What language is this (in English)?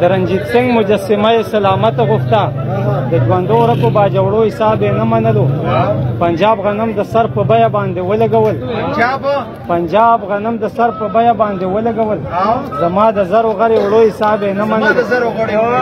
Pashto